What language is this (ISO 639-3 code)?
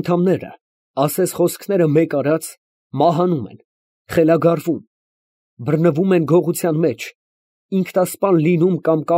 hye